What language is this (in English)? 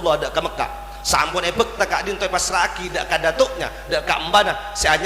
Madurese